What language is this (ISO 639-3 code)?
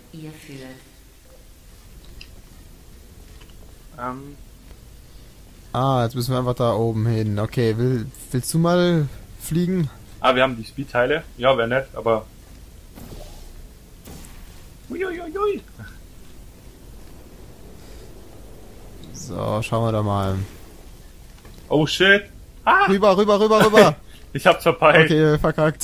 deu